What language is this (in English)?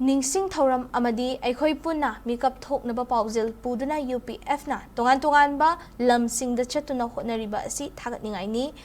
Manipuri